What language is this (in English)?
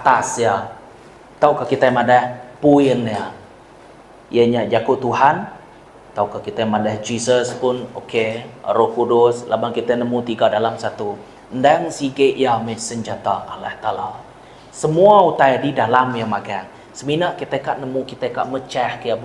Iban